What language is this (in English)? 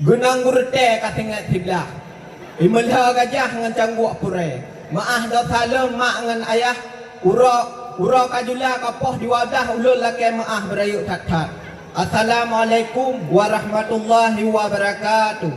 Achinese